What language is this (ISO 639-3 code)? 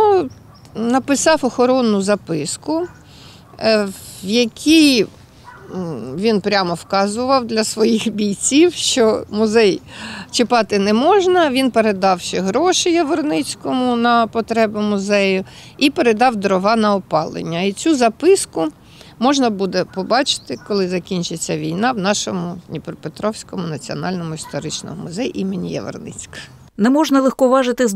ukr